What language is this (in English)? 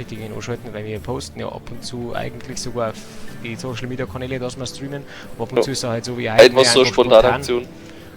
Bavarian